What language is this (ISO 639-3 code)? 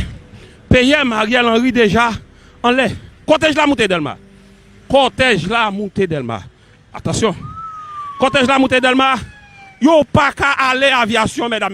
hat